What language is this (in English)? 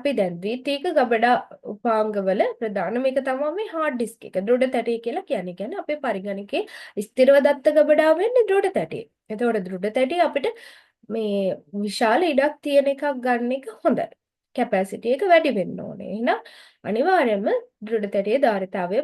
Sinhala